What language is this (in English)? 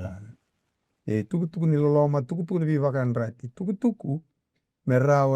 Fijian